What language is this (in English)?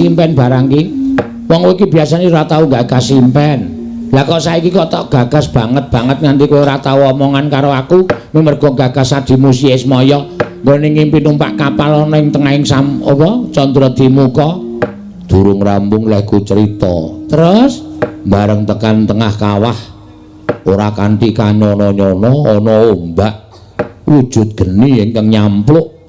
Javanese